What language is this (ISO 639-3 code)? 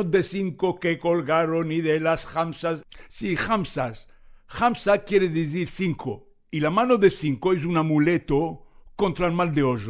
lad